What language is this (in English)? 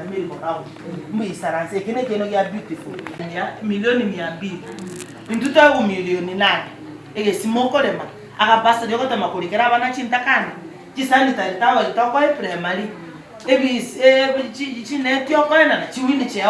Gusii